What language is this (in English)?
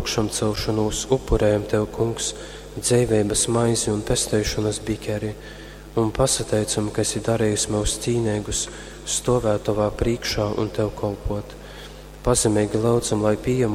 Latgalian